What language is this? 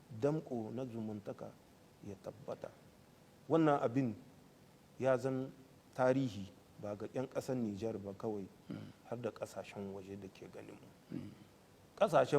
Hausa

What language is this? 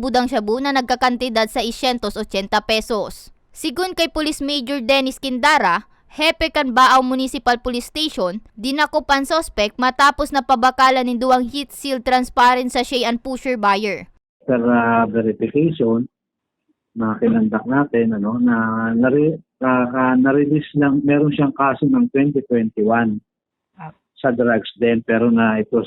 Bikol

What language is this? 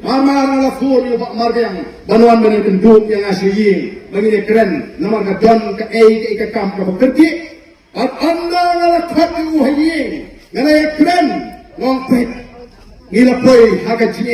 Khasi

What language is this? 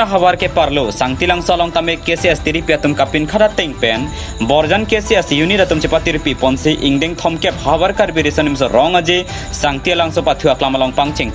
Karbi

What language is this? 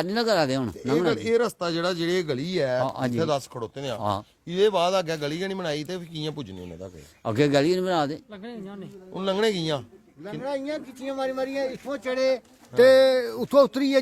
Dogri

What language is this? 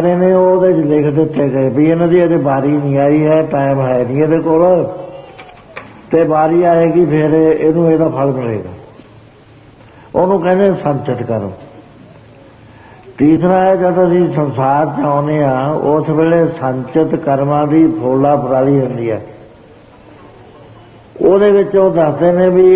Punjabi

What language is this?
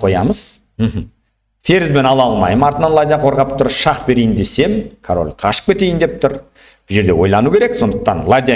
Kazakh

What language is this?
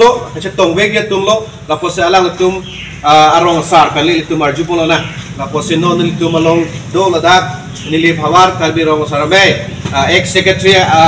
Karbi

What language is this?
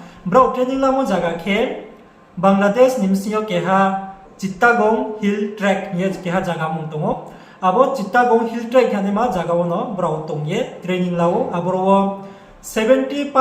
Riang (India)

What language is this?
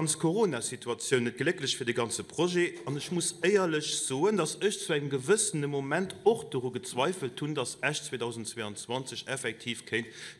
Luxembourgish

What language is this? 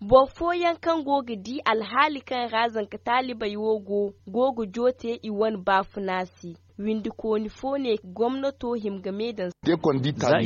Zarma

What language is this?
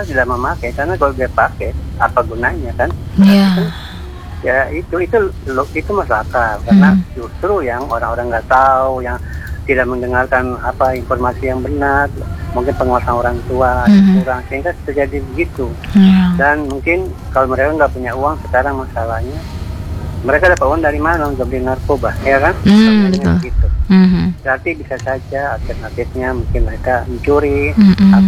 Indonesian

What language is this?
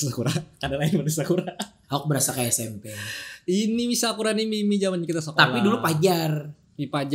Banjar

